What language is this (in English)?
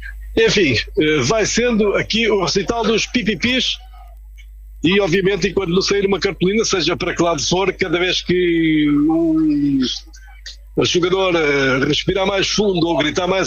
Portuguese